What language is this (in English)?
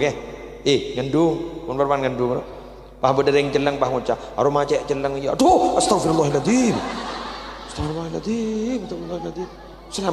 Madurese